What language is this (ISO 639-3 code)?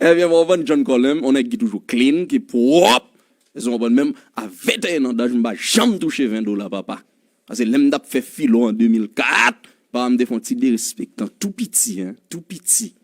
hat